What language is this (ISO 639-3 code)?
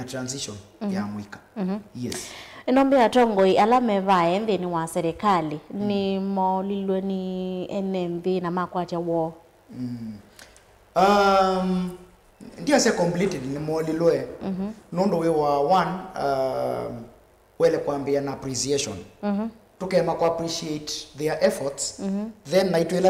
kam